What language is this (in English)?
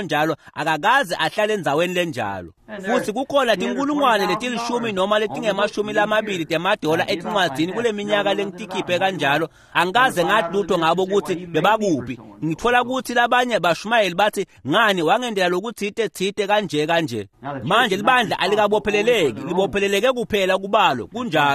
Swati